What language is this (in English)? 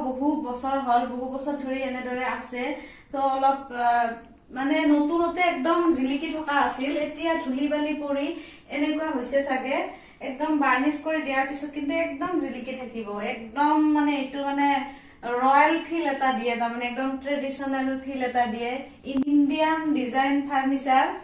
Assamese